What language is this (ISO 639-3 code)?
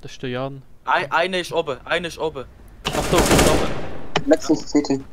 gsw